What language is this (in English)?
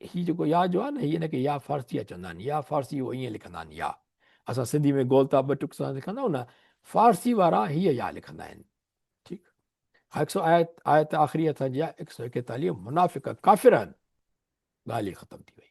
Sindhi